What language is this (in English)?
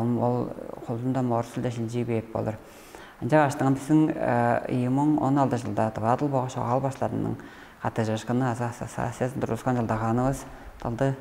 Tuvinian